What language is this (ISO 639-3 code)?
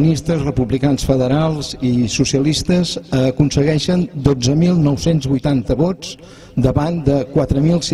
cat